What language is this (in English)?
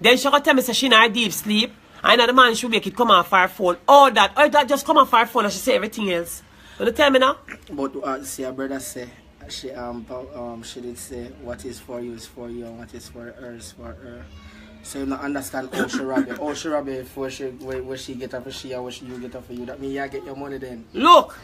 Jamaican Creole English